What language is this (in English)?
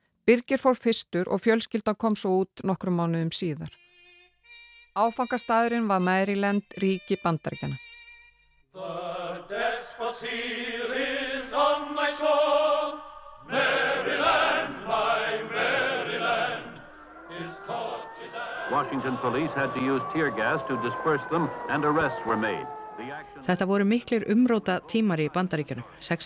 Icelandic